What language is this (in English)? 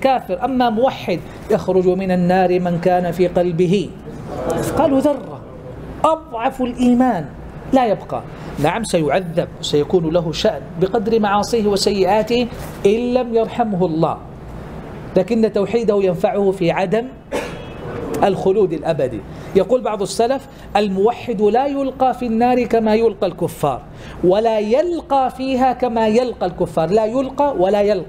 Arabic